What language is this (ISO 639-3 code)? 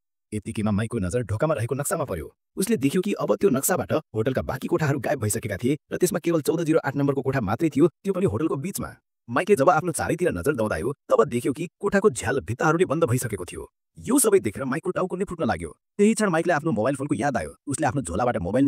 nep